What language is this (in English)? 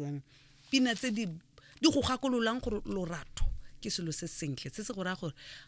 Tswana